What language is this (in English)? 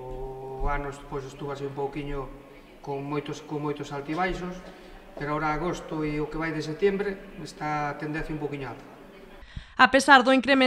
Galician